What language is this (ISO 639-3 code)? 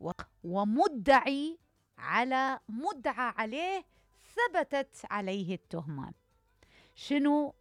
acm